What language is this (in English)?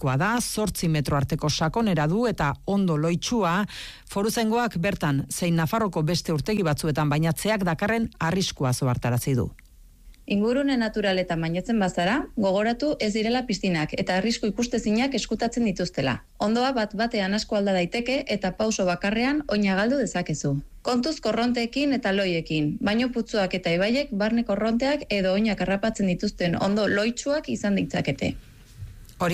Basque